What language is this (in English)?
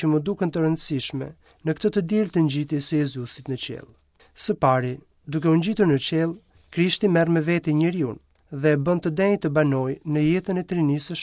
Albanian